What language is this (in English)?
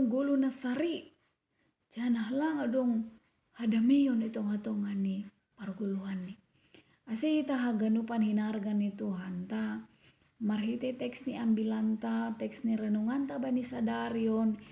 Batak Simalungun